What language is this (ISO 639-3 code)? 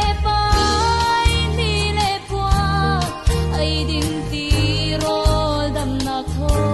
cfm